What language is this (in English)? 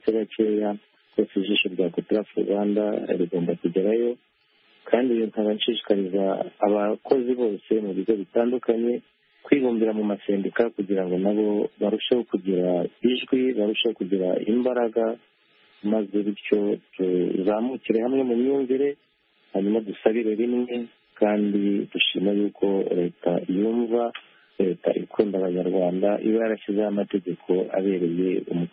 Kinyarwanda